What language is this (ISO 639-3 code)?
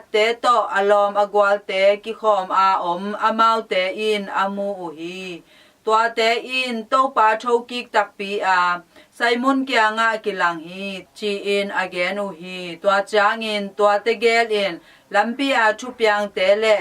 ctd